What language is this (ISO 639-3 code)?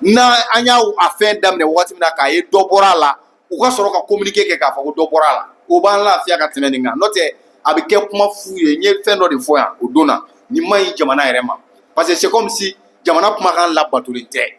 bam